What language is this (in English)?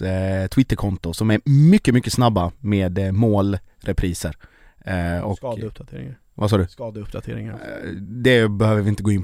Swedish